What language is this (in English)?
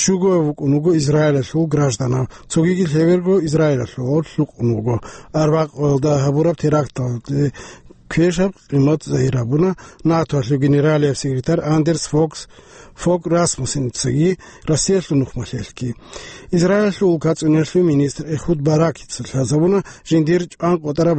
Avaric